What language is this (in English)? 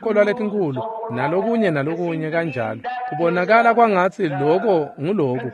Swati